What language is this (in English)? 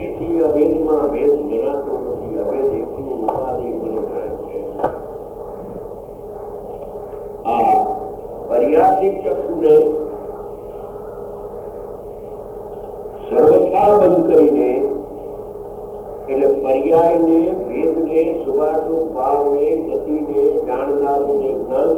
Gujarati